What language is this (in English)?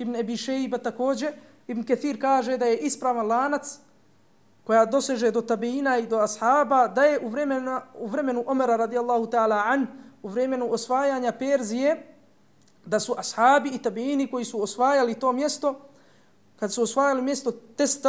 Bosnian